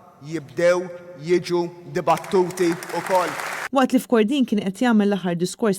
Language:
Maltese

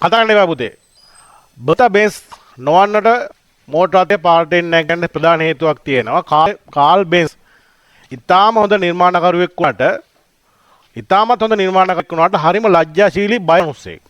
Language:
Sinhala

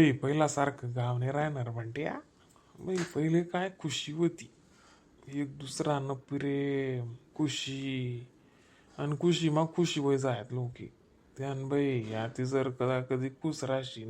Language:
Khandesi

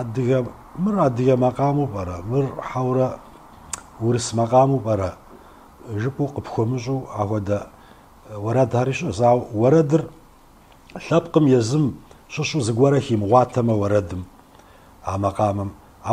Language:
Kabardian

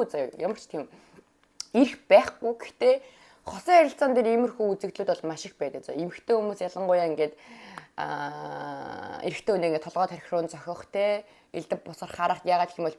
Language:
Mongolian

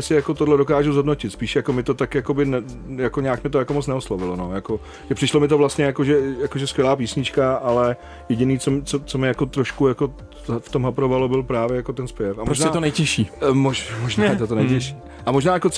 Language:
Czech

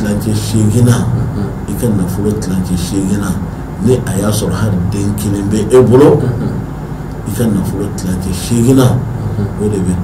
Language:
Bambara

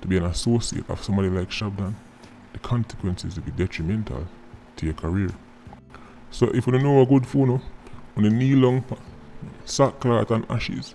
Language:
Jamaican Creole English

